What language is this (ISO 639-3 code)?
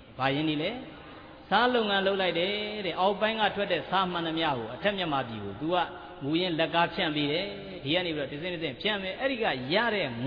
mya